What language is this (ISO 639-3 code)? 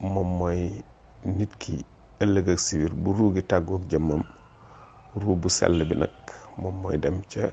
wol